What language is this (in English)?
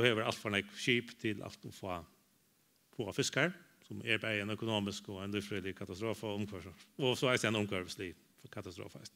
Faroese